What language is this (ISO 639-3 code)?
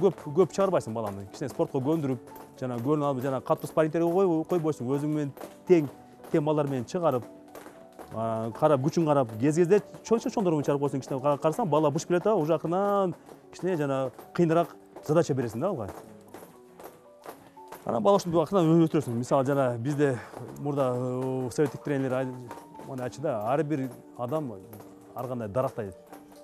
kir